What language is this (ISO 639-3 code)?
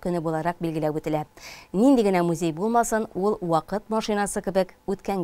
tat